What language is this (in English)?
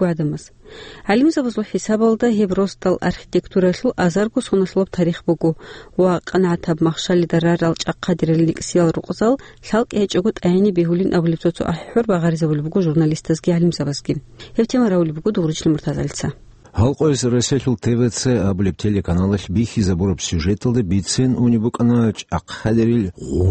Avaric